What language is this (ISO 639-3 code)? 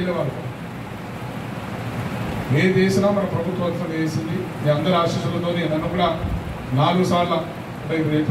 tel